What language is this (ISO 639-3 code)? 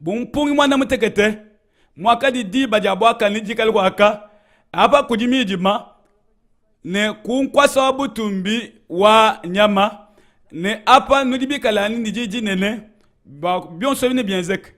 lua